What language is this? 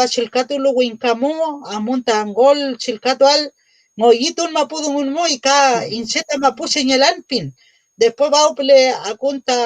Mapuche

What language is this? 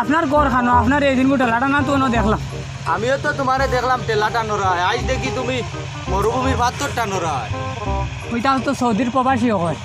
Sylheti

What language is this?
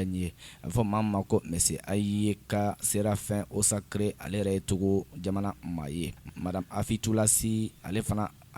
Bambara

